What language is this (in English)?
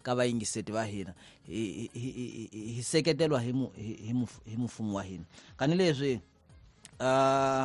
Tsonga